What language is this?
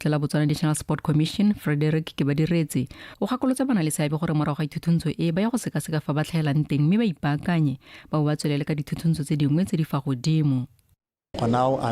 Tswana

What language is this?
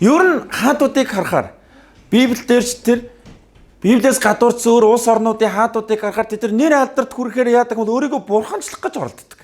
Mongolian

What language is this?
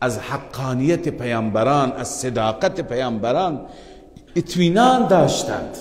Persian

